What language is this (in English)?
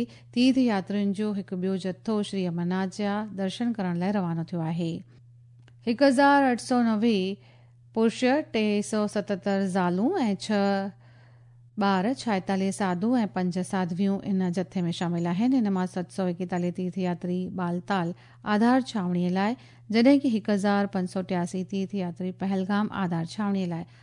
Sindhi